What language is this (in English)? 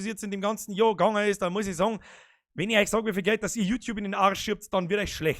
Bavarian